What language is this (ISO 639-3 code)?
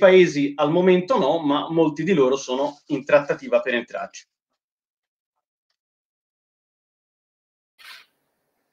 ita